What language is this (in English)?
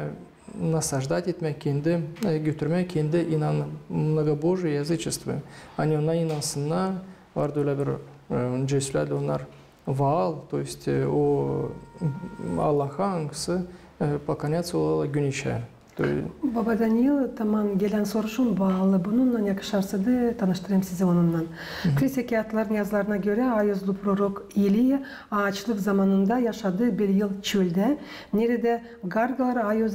Gagauz